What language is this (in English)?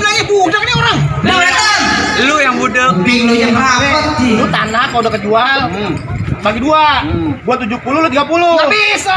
Betawi